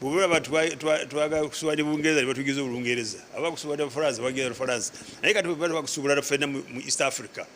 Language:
Nyankole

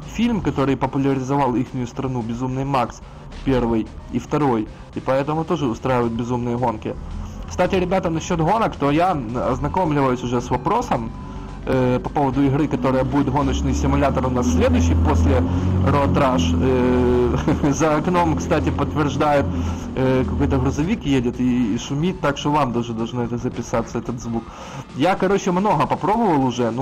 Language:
Russian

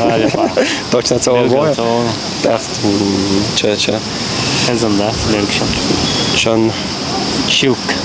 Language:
Chechen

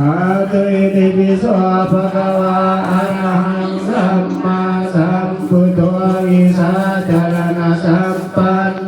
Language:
Pali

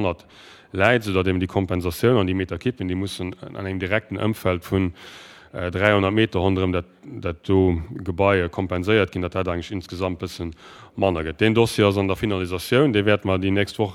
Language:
Luxembourgish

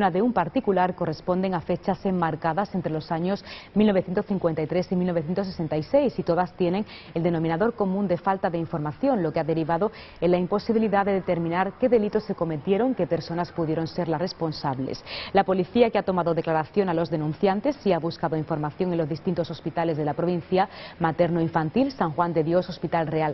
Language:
Spanish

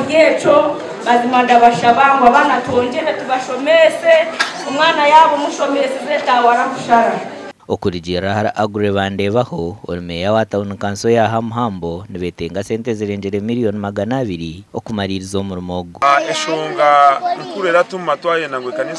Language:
Nyankole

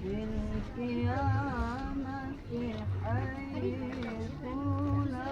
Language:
Betawi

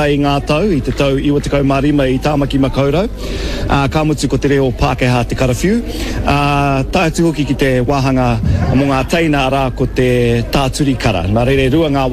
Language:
Māori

